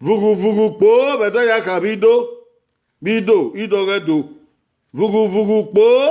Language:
Bini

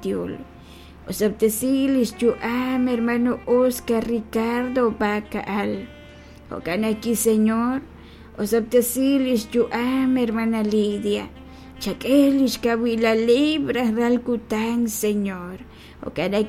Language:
Kekchí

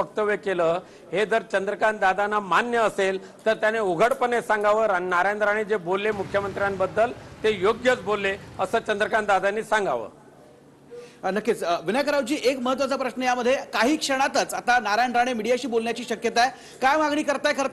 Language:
Marathi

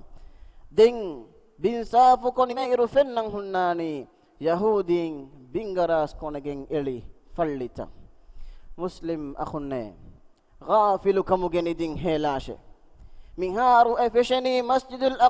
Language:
Divehi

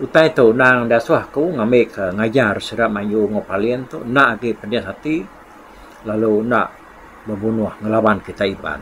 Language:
Iban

